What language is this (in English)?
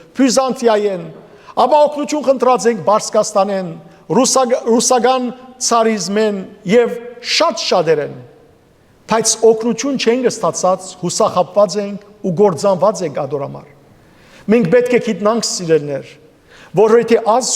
Western Armenian